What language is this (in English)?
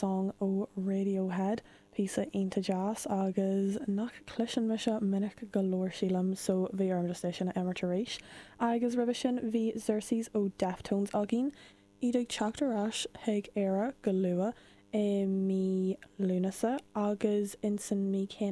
Irish